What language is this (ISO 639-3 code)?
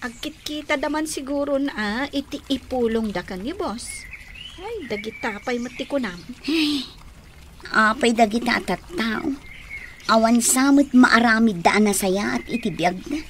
ilo